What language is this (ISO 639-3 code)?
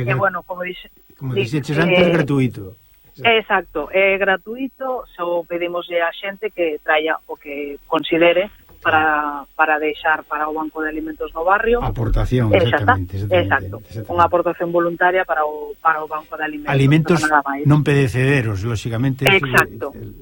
glg